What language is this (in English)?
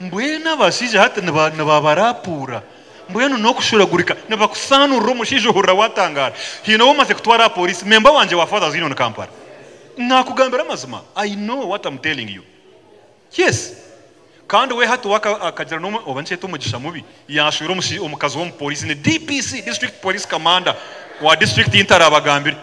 Nyankole